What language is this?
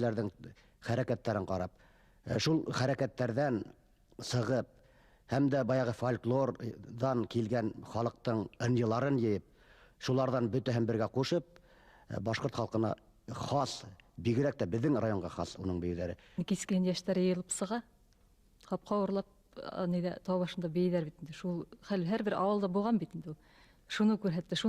Bashkir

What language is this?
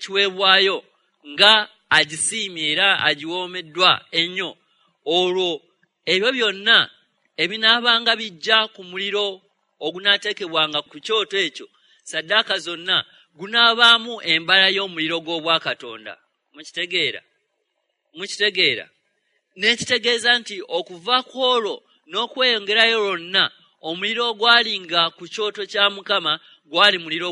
Ganda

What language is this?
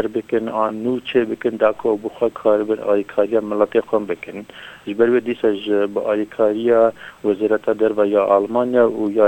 Kurdish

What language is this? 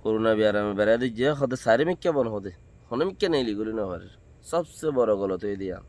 Rohingya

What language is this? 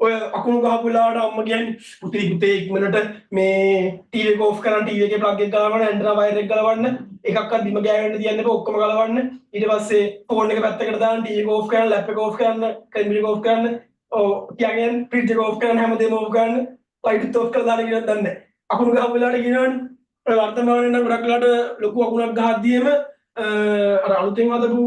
Sinhala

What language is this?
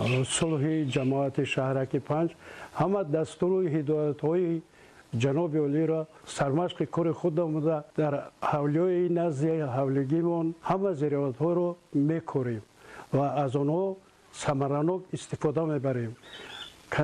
Tajik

